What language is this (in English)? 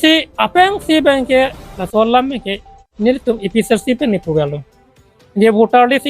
Karbi